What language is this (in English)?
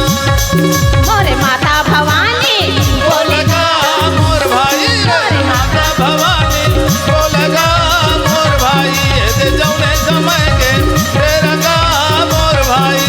Chhattisgarhi